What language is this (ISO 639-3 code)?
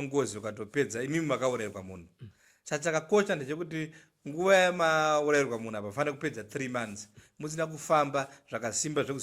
sna